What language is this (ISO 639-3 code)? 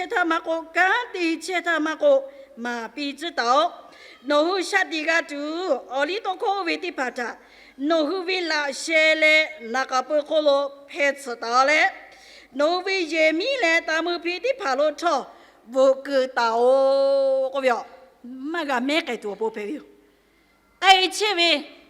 lhu